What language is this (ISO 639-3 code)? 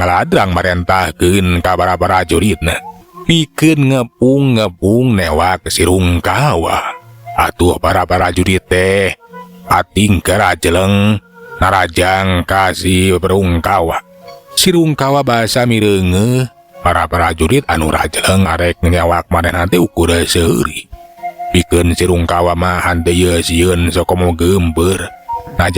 sun